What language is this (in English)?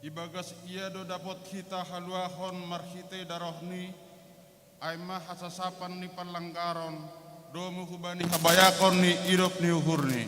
Batak Simalungun